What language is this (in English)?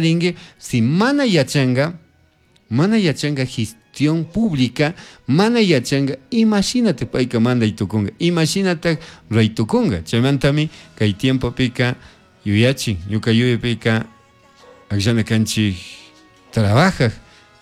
Chimborazo Highland Quichua